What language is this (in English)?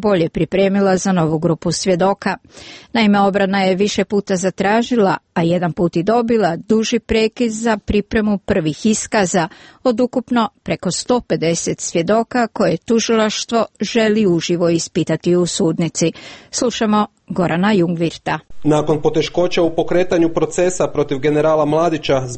Croatian